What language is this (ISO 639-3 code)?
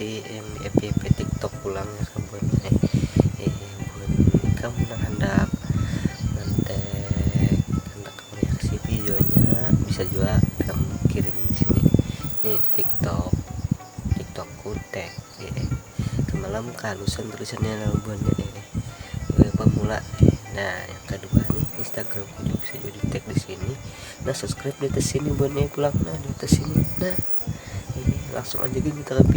bjn